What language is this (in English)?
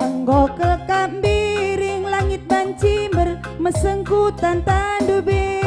Batak Karo